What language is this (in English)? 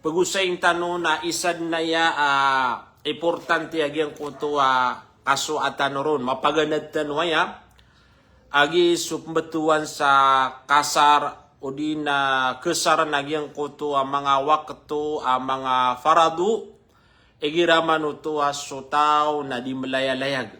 Maranao